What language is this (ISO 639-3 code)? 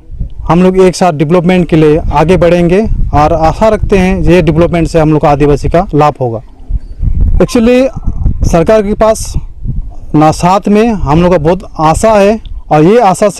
sat